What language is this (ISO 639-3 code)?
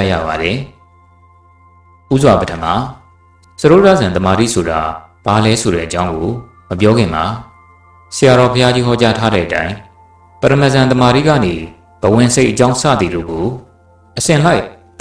mya